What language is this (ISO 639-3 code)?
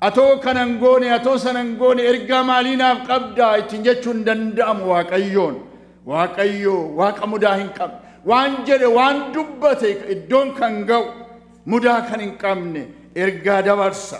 orm